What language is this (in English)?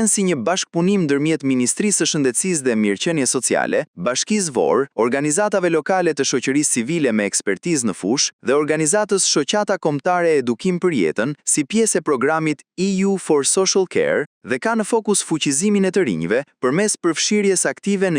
Albanian